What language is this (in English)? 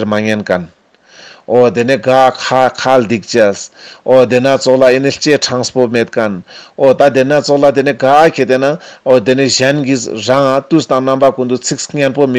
Ladakhi